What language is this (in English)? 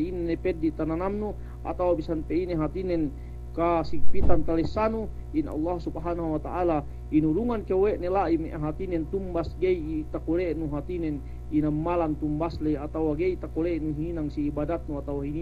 Yakan